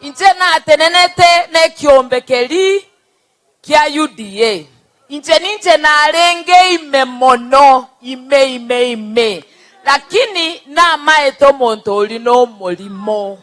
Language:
Gusii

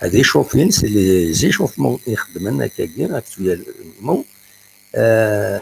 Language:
Kabyle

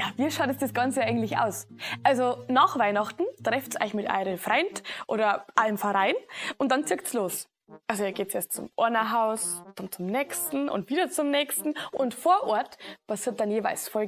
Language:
Bavarian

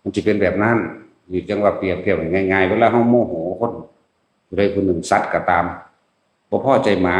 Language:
Northeastern Thai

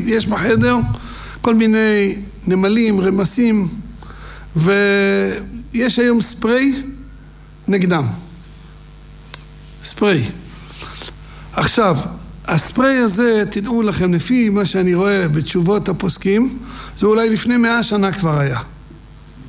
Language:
Hebrew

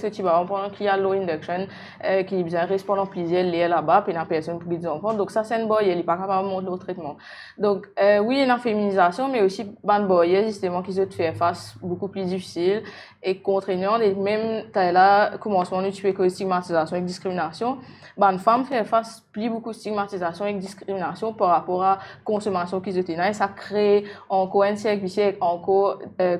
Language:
Morisyen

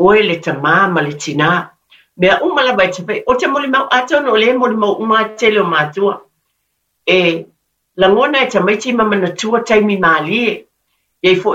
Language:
Samoan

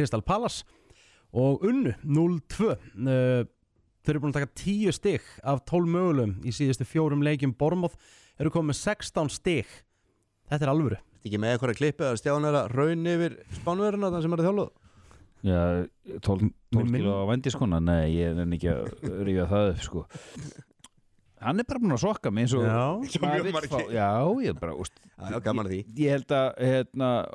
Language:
Icelandic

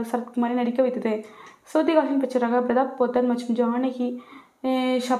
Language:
Tamil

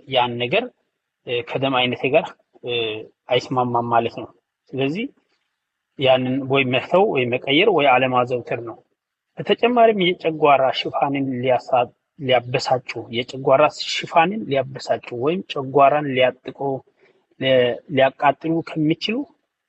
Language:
Amharic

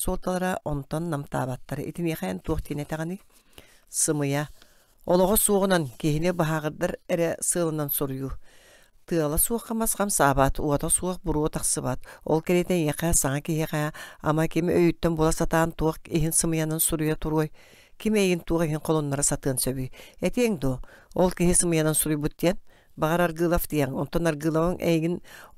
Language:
Yakut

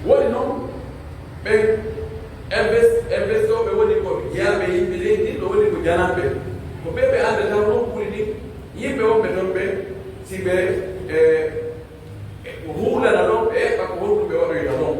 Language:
Pular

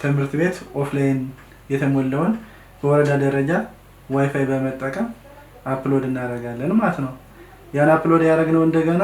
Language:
Amharic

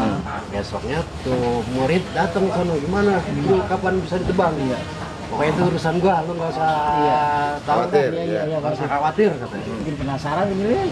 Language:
Betawi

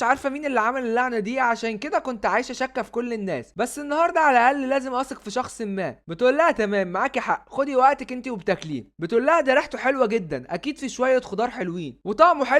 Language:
Egyptian Arabic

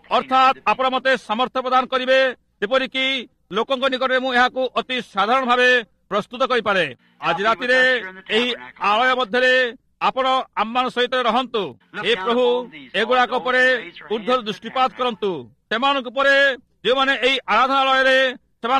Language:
Odia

